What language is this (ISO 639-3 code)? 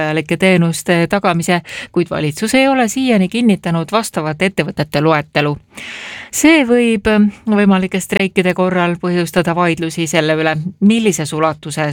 est